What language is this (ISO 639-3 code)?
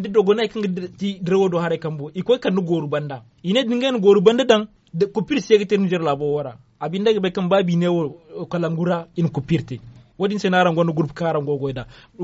dje